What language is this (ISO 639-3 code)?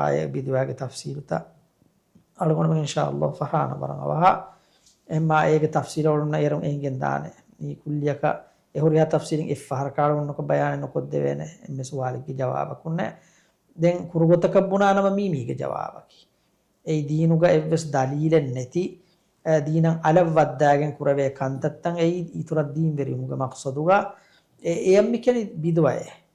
div